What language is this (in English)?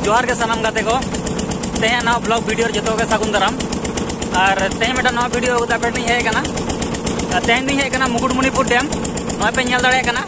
Santali